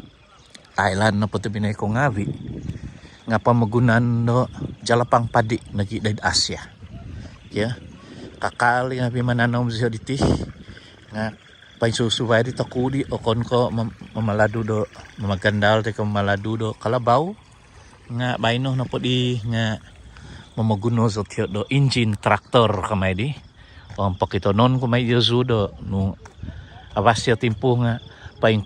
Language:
Central Dusun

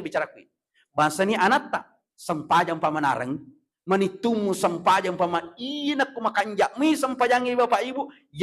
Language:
Buginese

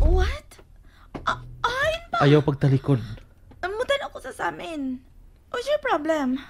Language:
Cebuano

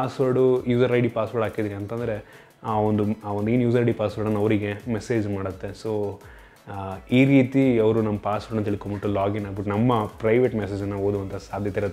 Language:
Kannada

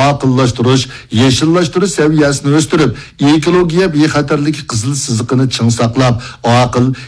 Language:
Uyghur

